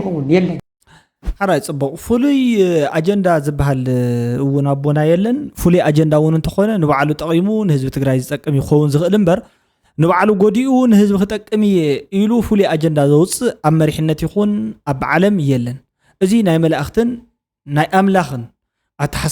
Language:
Tigrinya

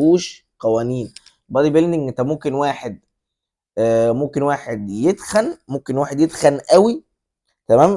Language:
Egyptian Arabic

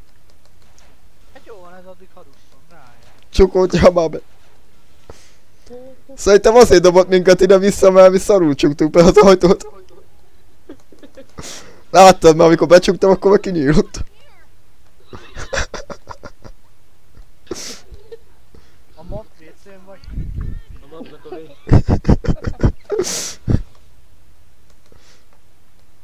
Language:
Hungarian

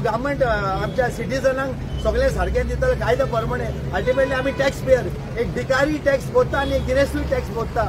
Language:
Konkani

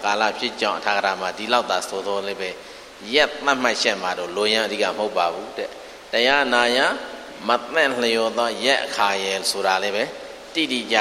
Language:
Burmese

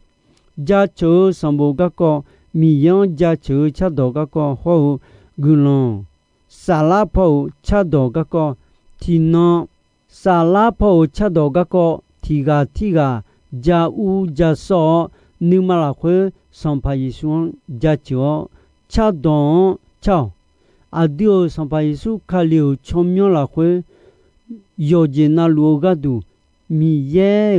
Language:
Akha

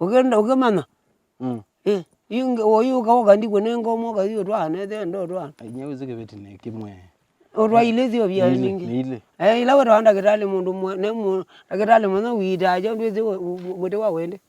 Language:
Kamba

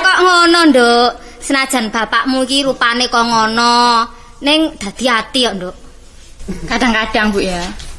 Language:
Javanese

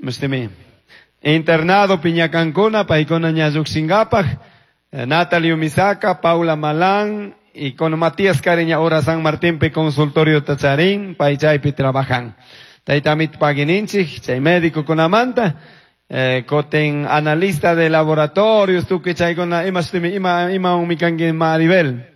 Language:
Chimborazo Highland Quichua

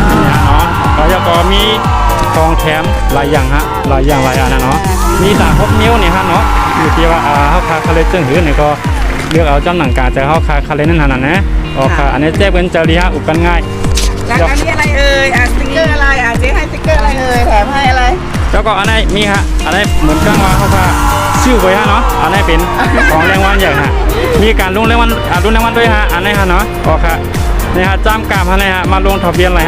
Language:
Shan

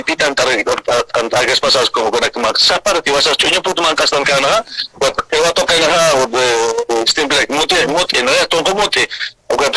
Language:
Aymara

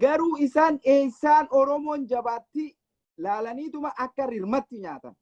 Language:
Oromo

